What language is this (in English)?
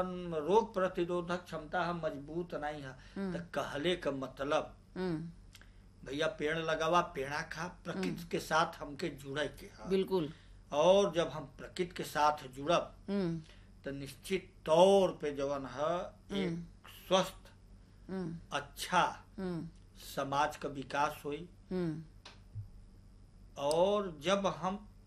Bhojpuri